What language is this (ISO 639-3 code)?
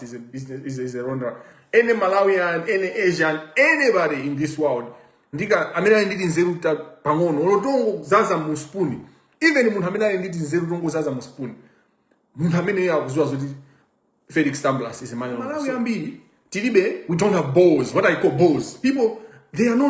nya